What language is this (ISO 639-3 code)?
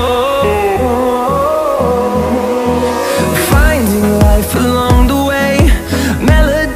est